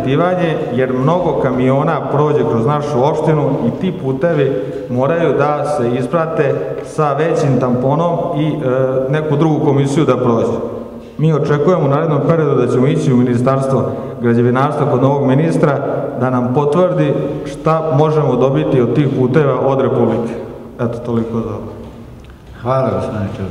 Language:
Serbian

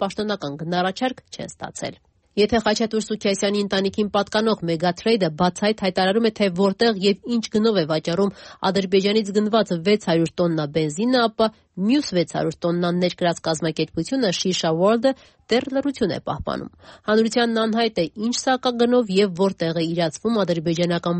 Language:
Armenian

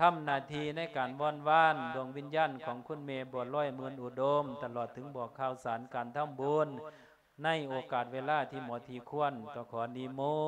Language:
Lao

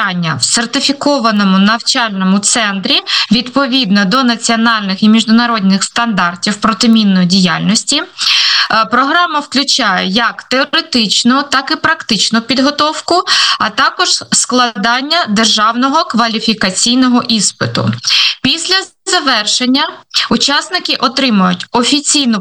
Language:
Ukrainian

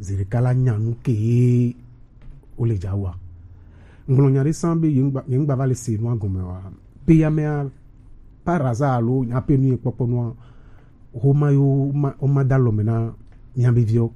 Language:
Gen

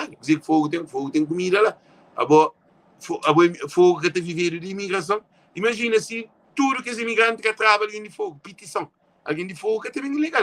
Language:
Kabuverdianu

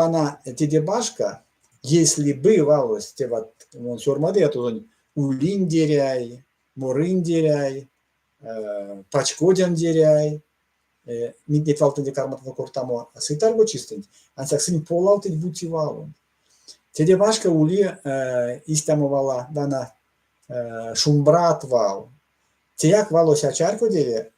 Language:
Erzya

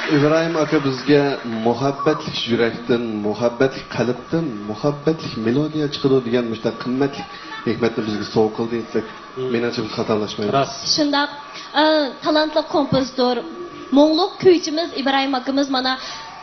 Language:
Uyghur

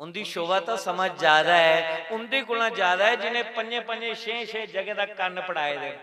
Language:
Dogri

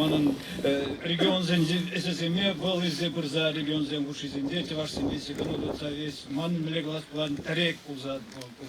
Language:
Chuvash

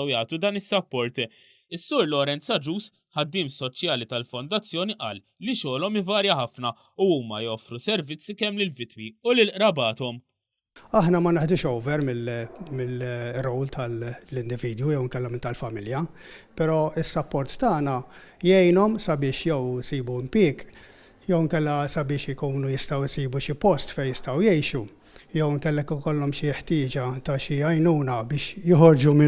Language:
Maltese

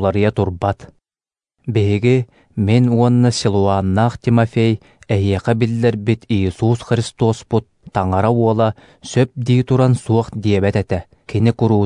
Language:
Yakut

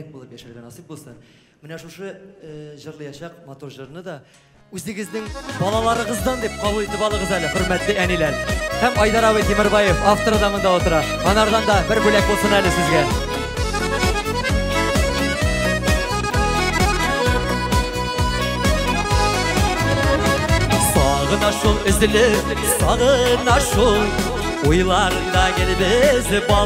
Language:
Tatar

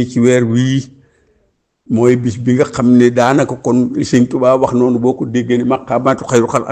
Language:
Wolof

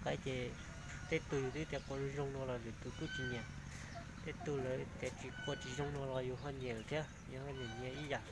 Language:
Hmong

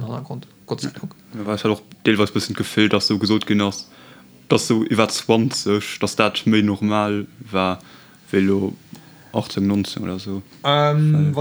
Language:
Luxembourgish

